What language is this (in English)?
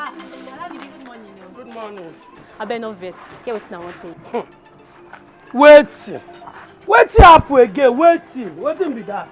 Nigerian Pidgin